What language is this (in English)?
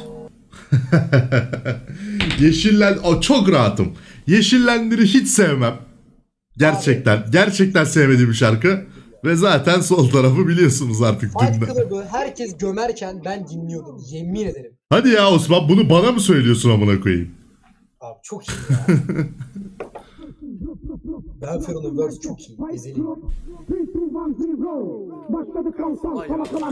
Turkish